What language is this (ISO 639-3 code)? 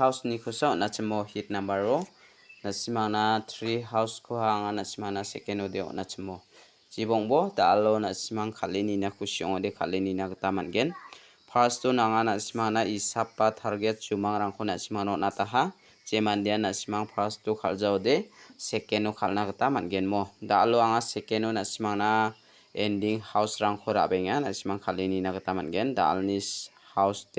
grt